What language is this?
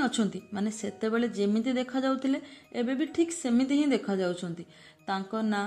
Odia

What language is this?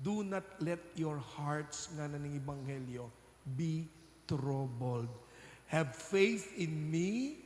Pampanga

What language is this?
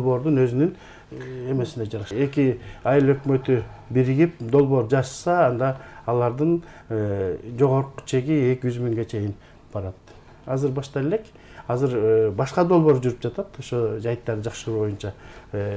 Kyrgyz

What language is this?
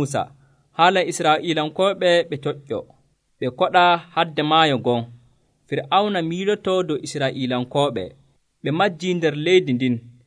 Nigerian Fulfulde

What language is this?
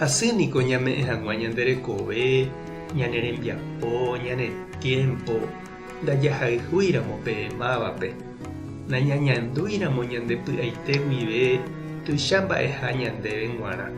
Guarani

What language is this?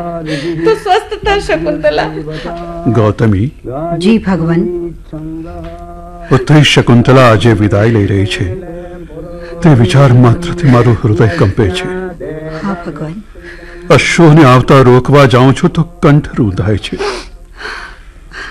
Gujarati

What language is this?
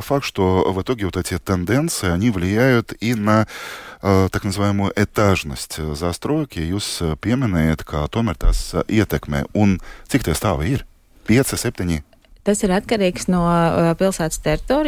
Latvian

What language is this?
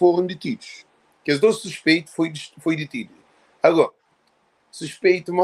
Kabuverdianu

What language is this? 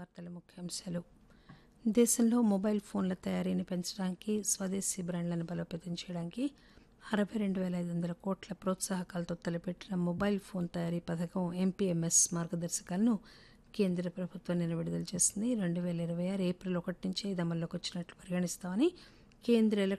Telugu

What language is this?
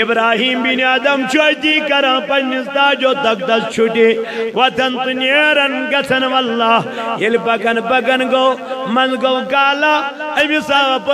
Kashmiri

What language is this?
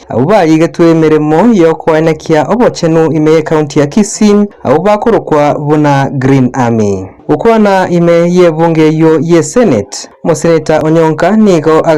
Gusii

